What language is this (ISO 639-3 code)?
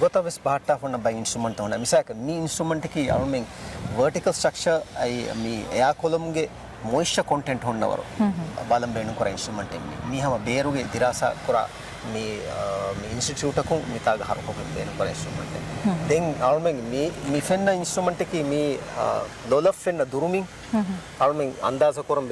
div